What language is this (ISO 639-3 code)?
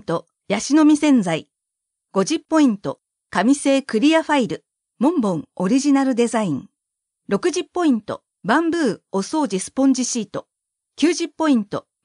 jpn